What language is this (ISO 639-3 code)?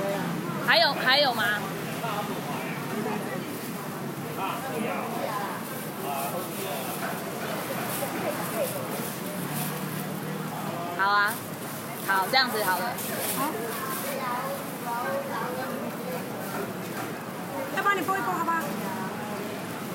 zho